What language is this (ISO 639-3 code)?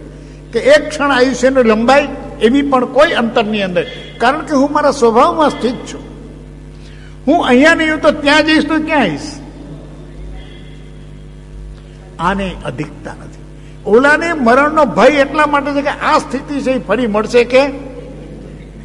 guj